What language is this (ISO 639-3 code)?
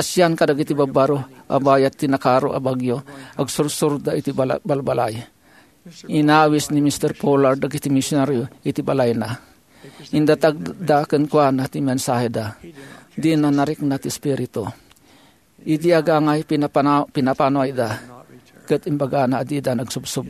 ilo